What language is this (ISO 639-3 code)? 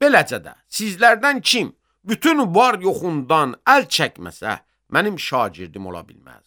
aze